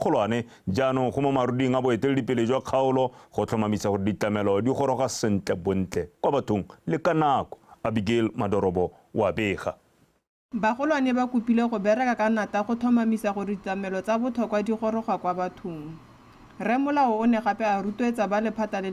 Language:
Tswana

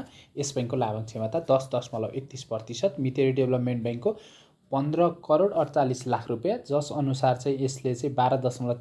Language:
Nepali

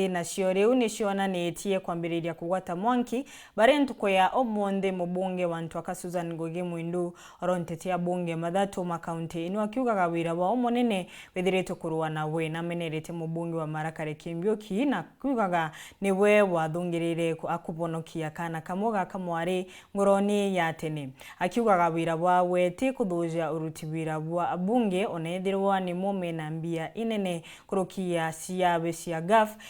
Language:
Meru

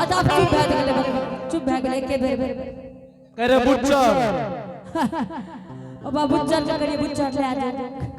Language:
Angika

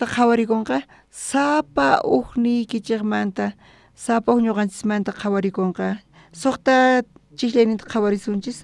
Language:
South Bolivian Quechua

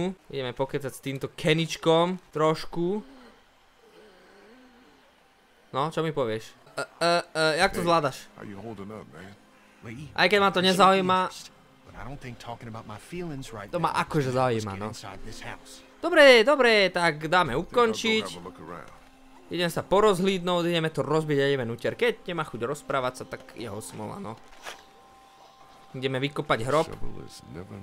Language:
Slovak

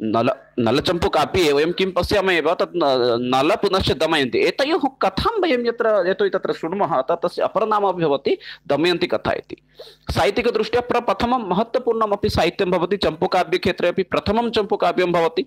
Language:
Sanskrit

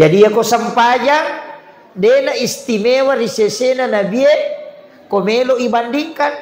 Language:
Buginese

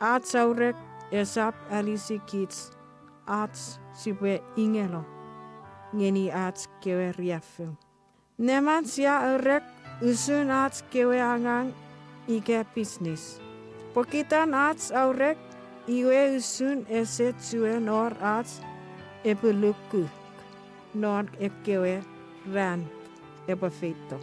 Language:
Chuukese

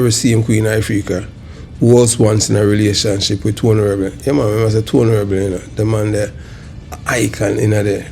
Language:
Jamaican Creole English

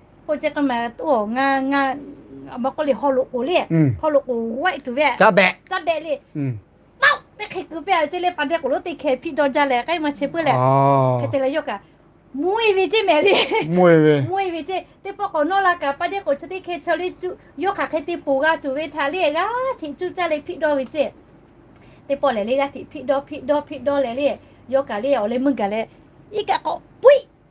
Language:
Lahu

